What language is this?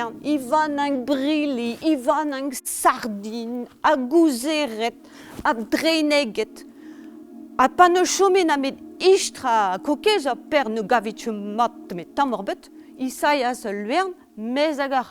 Breton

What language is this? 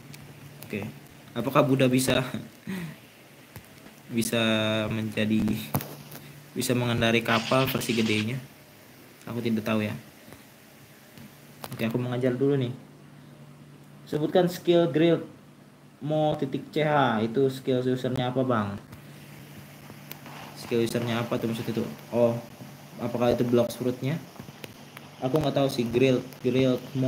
Indonesian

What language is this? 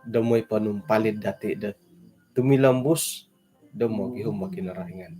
Central Dusun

